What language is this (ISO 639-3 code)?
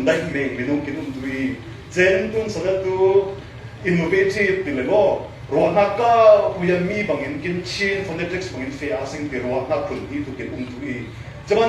cfm